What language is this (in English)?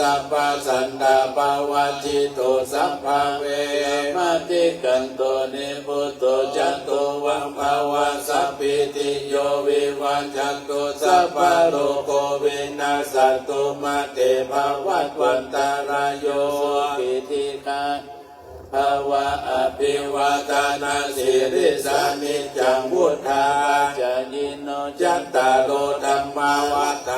Pali